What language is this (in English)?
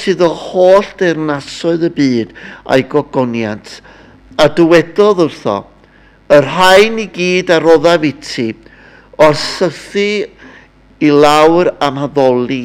Welsh